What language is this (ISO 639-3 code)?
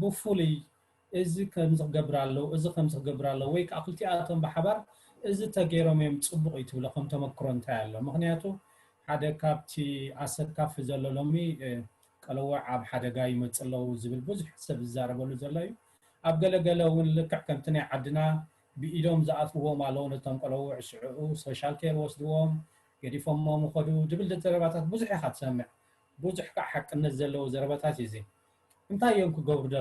tir